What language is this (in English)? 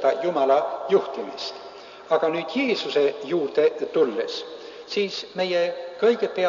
Estonian